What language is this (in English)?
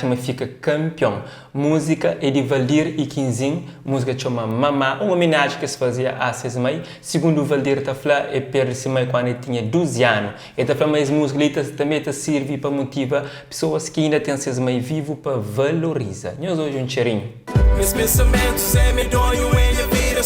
Kabuverdianu